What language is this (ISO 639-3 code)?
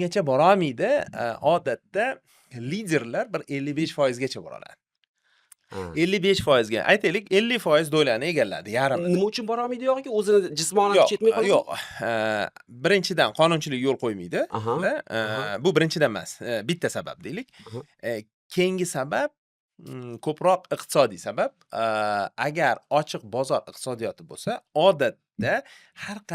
uzb